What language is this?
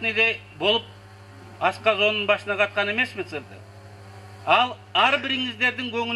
Kyrgyz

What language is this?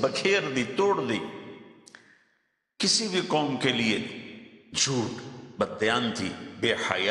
Urdu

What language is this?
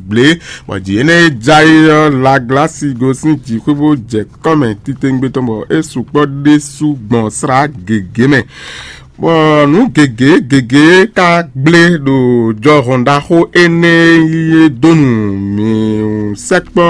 Fon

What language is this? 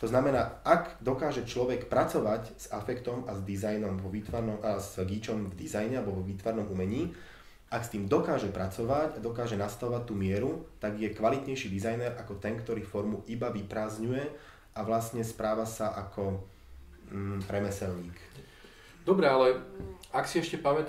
Slovak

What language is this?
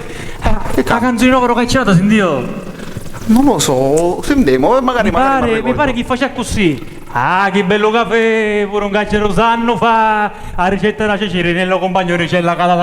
Sicilian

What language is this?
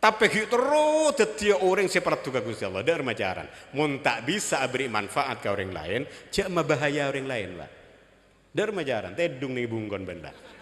Madurese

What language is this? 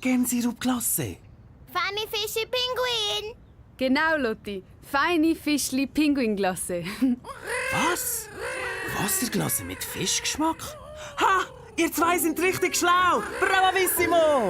Swiss German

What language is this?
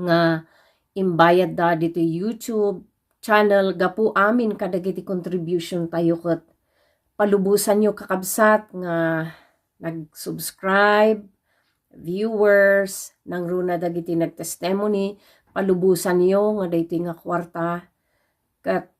Iloko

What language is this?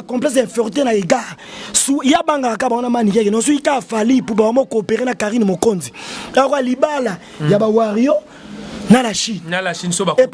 Lingala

